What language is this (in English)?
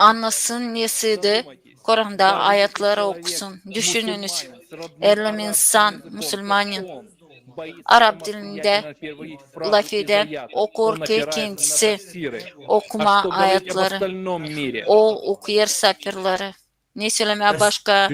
Gagauz